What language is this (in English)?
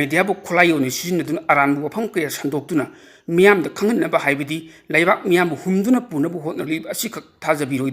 Manipuri